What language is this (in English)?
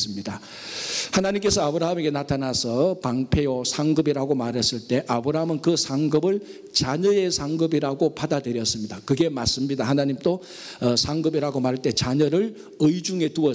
Korean